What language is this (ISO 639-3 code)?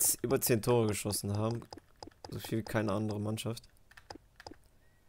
deu